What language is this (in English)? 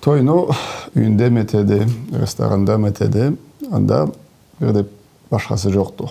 Karachay-Balkar